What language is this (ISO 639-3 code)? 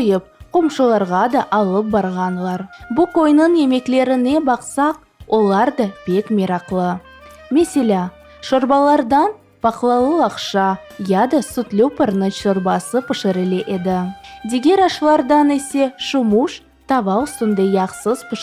crh